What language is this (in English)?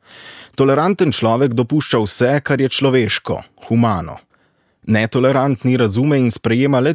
Slovenian